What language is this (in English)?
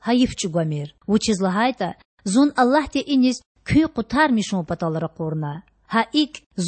Lezghian